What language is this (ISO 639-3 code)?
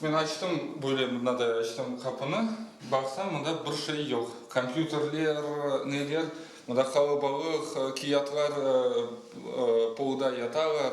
crh